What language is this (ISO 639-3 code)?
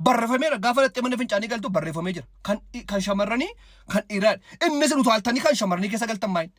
orm